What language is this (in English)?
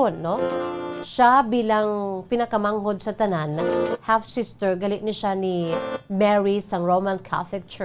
Hiligaynon